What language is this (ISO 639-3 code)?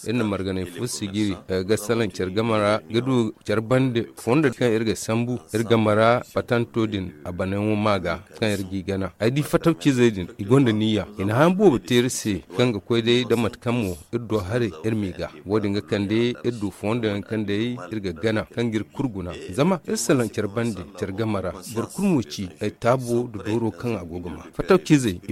dje